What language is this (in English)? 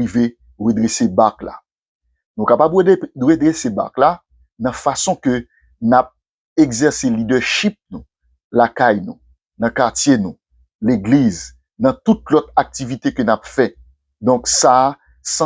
Haitian Creole